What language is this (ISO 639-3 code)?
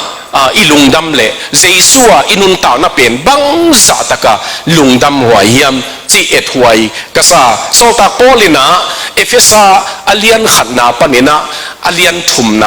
ctd